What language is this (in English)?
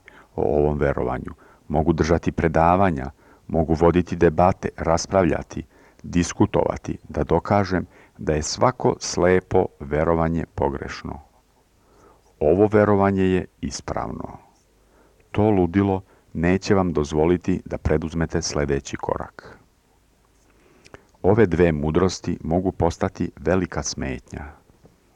Serbian